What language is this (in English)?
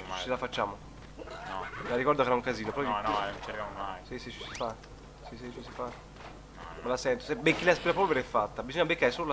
Italian